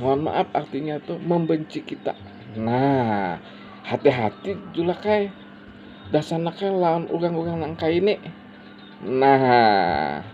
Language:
Banjar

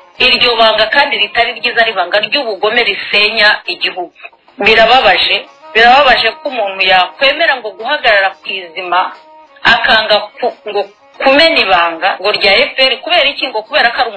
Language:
Kinyarwanda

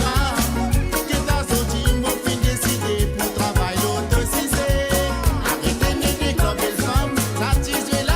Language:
Morisyen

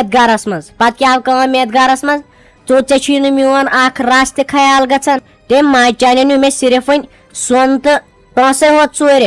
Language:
Kashmiri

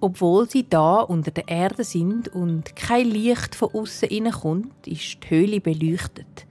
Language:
Swiss German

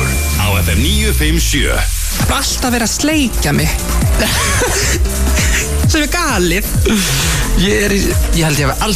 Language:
Icelandic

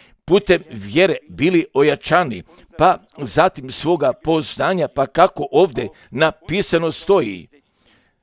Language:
Croatian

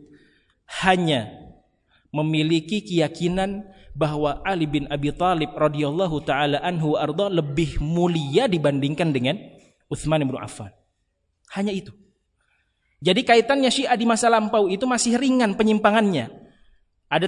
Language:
Indonesian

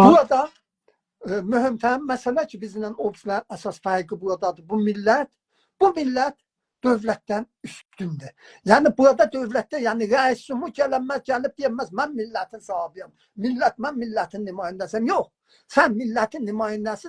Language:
South Azerbaijani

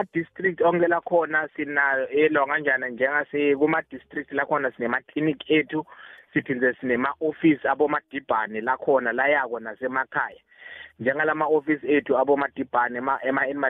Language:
Swati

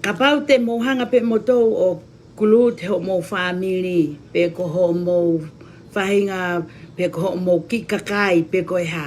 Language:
Tongan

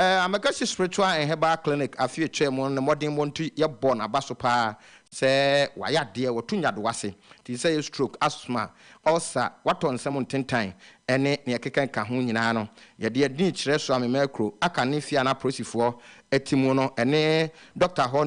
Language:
Akan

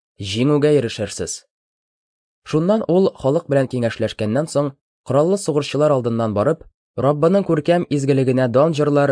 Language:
Tatar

